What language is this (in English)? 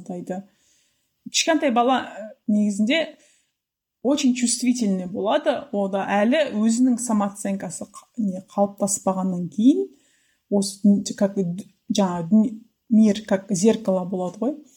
Kazakh